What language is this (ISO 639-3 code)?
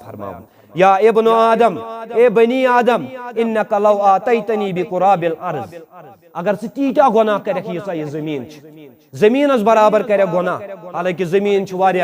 kas